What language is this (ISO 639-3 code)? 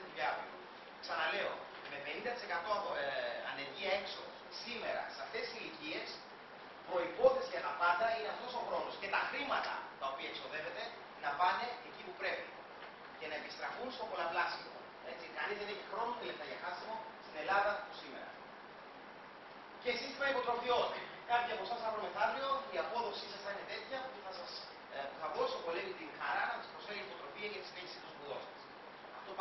ell